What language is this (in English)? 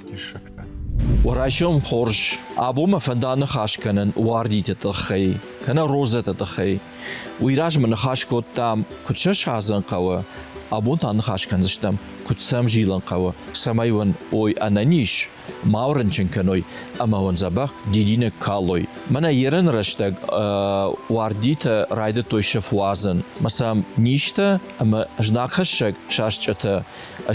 Ossetic